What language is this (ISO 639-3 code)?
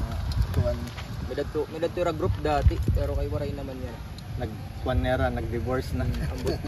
war